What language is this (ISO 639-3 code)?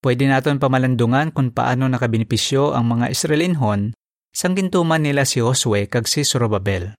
hil